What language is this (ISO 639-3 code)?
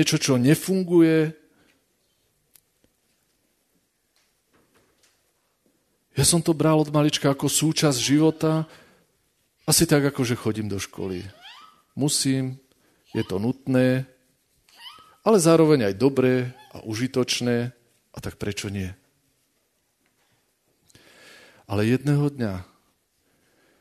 slk